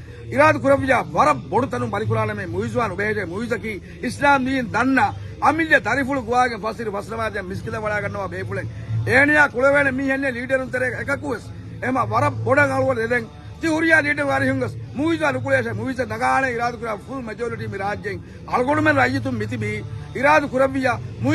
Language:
Divehi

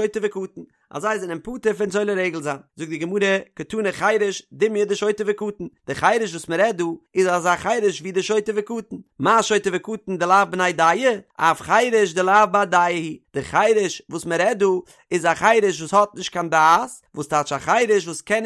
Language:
Yiddish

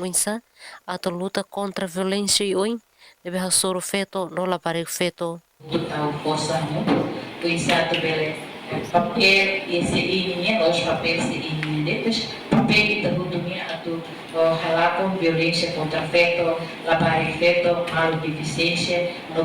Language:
Tetum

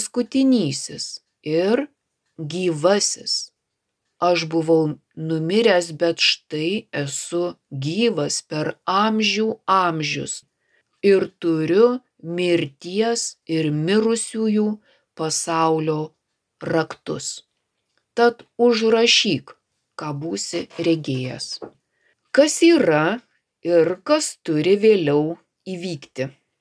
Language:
Lithuanian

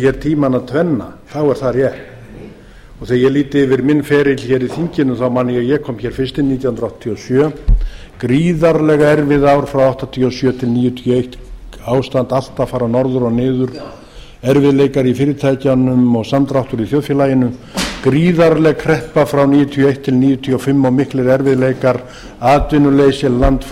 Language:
Icelandic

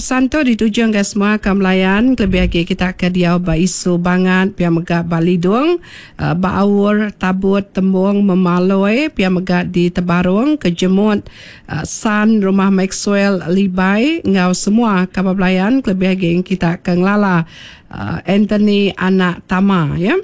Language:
Iban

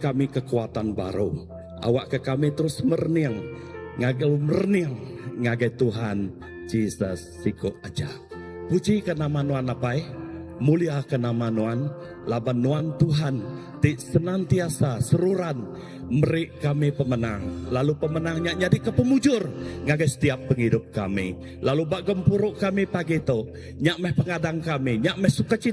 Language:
Iban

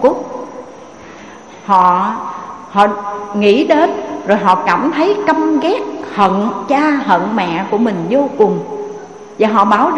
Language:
Vietnamese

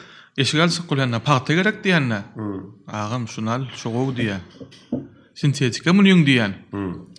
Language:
Turkmen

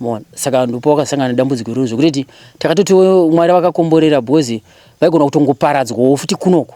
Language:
Shona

